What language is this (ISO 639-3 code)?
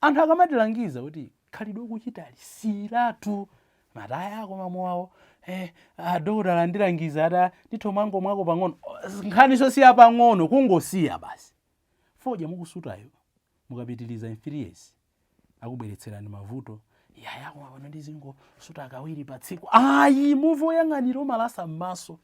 nya